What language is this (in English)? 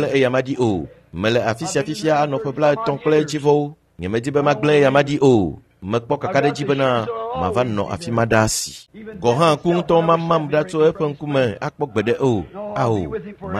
Ewe